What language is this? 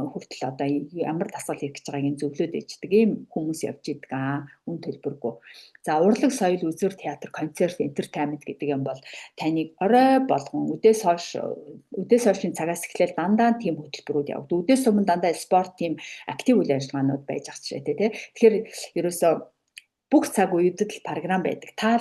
Mongolian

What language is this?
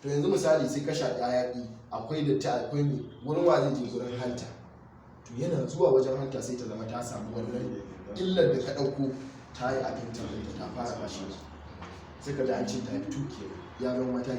Hausa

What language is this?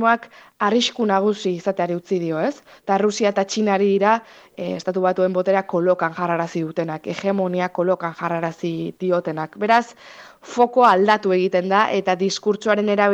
Basque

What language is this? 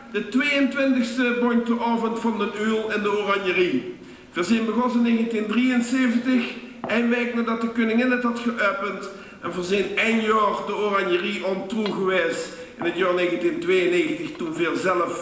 Limburgish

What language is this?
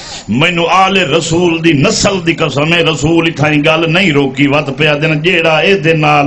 Saraiki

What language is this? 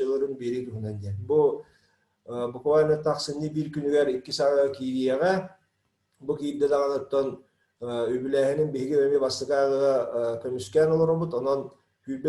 Yakut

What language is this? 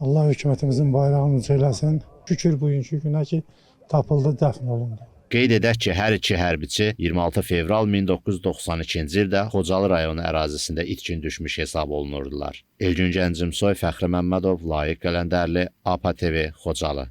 Azerbaijani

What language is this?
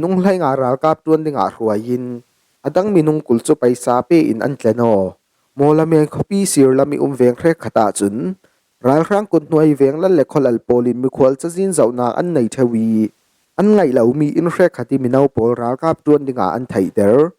Falam Chin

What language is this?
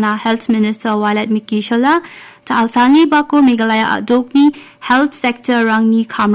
Garo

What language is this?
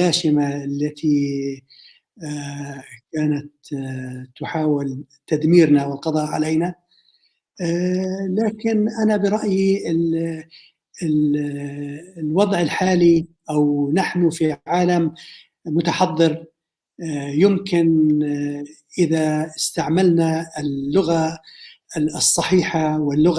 North Levantine Arabic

